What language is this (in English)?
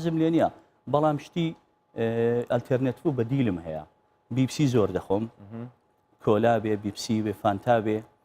Central Kurdish